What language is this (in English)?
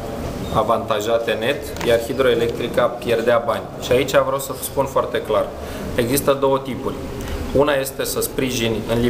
Romanian